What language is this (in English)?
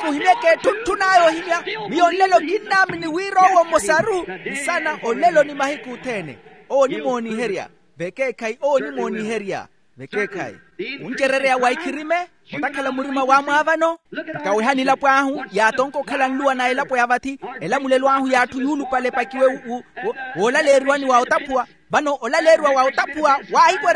Makhuwa